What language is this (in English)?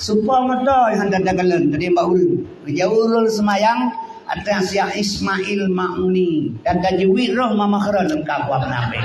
Achinese